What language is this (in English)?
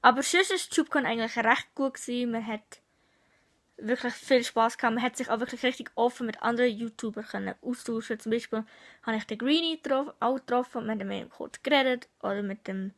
Swiss German